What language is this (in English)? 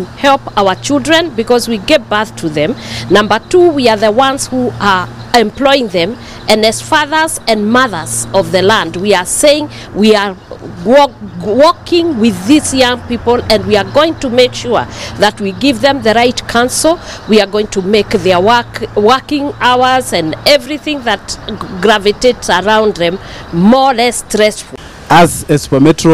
Kikuyu